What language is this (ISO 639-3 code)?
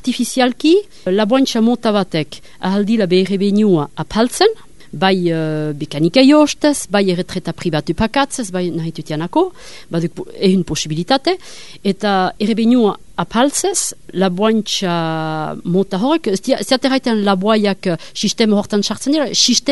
eus